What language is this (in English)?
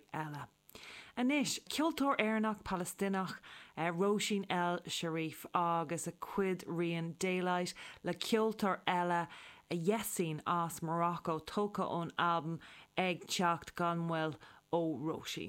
Irish